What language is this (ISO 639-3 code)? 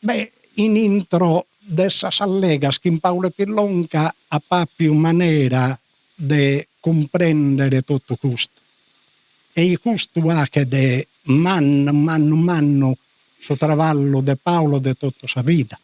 srd